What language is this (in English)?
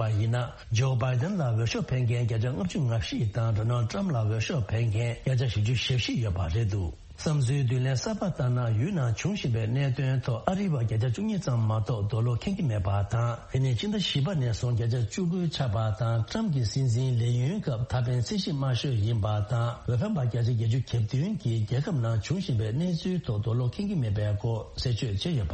Tibetan